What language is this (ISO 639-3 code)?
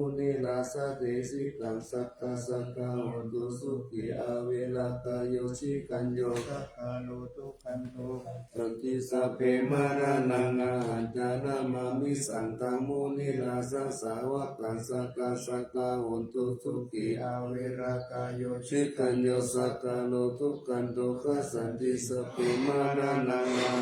pli